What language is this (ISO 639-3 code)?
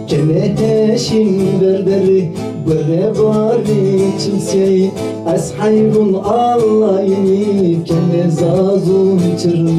zza